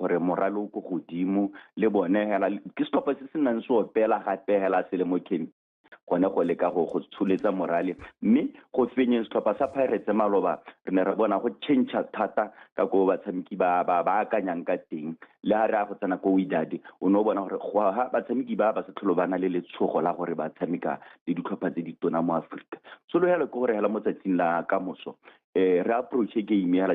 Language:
Tswana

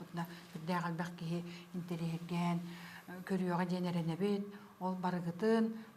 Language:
Yakut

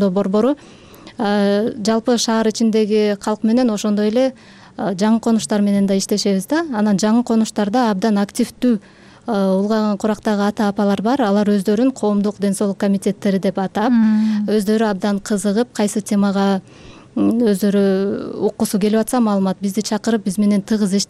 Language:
Kyrgyz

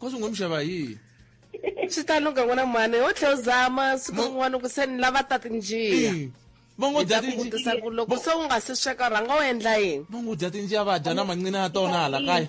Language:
Tsonga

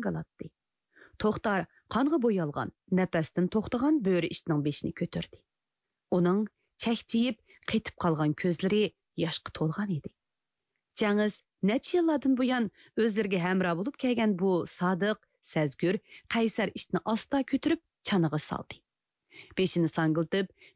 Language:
Uyghur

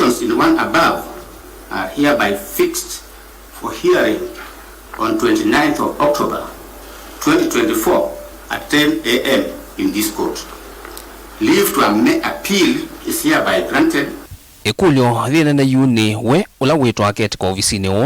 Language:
Kamba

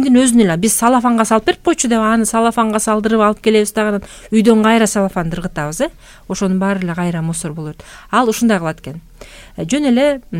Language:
Kyrgyz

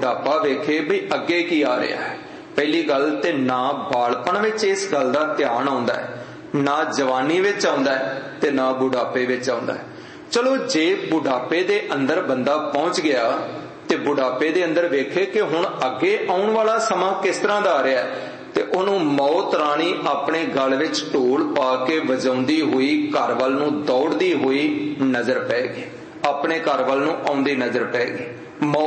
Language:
Punjabi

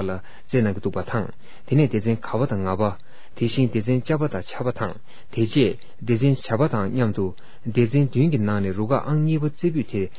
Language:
Tibetan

